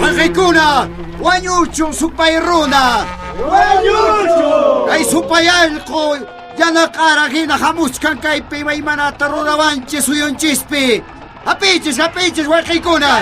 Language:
Quechua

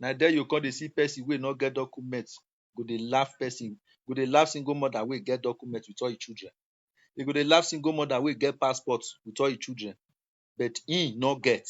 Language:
Nigerian Pidgin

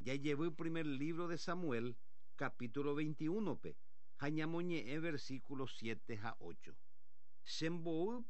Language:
Guarani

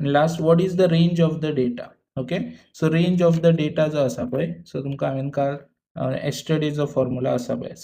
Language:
Konkani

